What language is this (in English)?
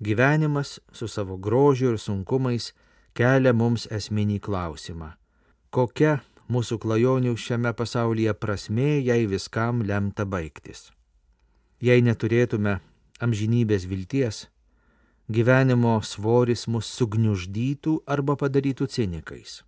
Lithuanian